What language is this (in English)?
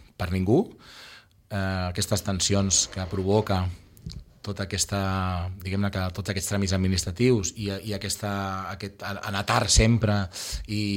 Catalan